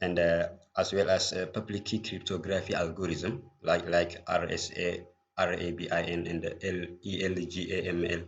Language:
English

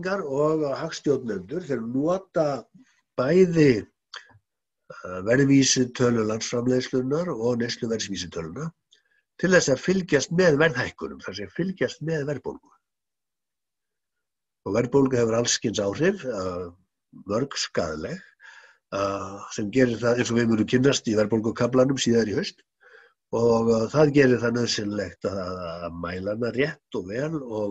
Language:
Icelandic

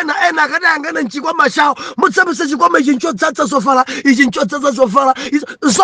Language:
Nyanja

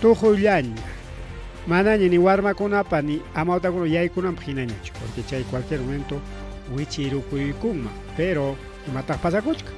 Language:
Ayacucho Quechua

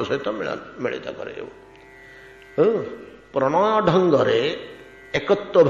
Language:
Odia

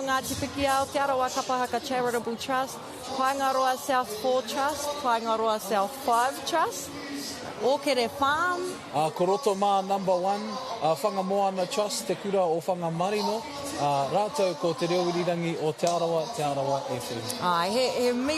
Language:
Māori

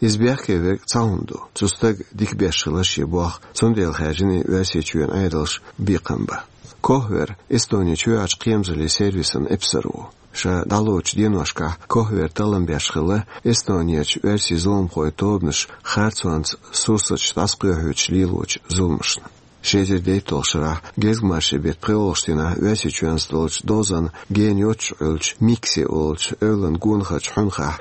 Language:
Chechen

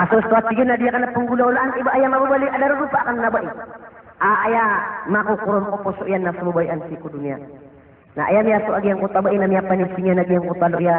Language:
Maranao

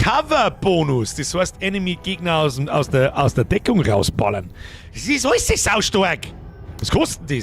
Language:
Bavarian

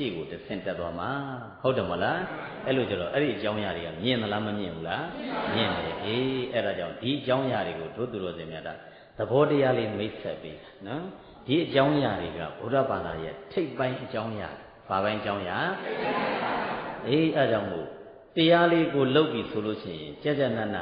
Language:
Burmese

